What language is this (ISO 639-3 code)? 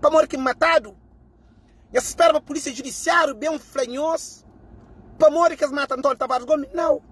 kea